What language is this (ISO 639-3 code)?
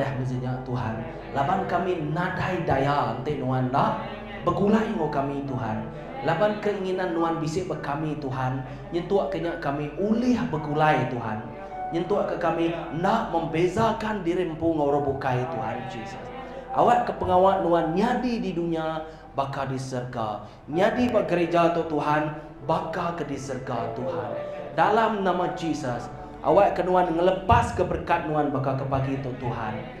iba